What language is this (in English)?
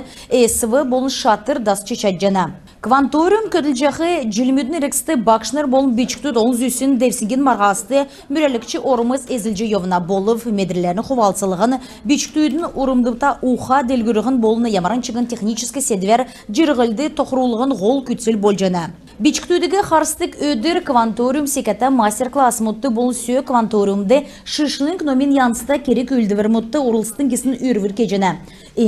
Kalmyk